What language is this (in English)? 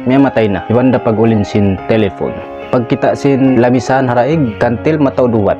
Tausug